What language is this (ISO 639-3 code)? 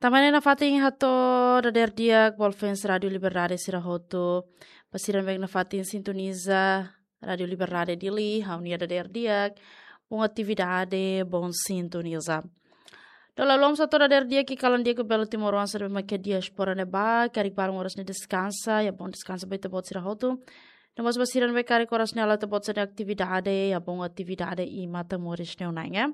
tet